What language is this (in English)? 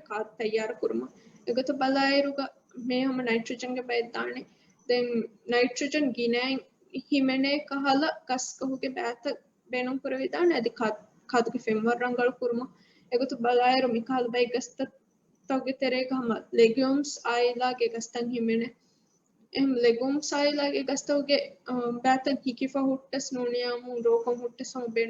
Divehi